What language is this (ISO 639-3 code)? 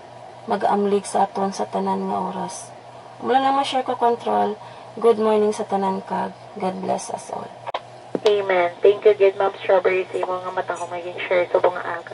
hil